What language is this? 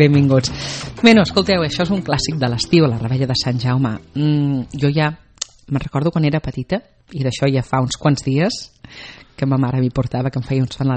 Catalan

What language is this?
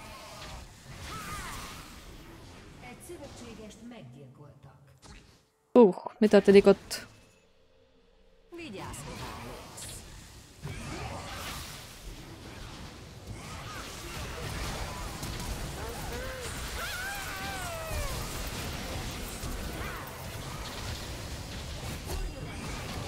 Hungarian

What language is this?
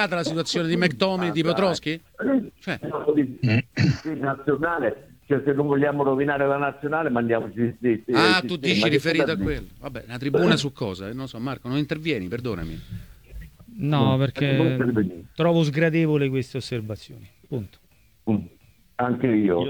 Italian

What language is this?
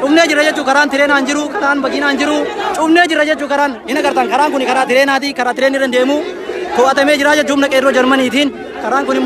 Oromo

